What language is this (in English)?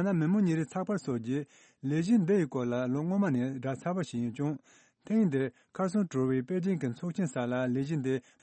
Tibetan